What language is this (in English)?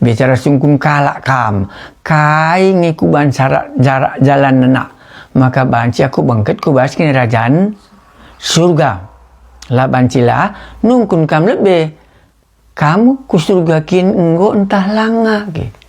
Batak Karo